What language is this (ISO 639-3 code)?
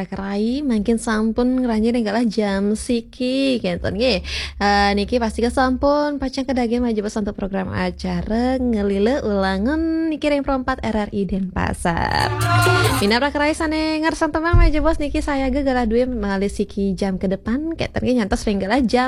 ban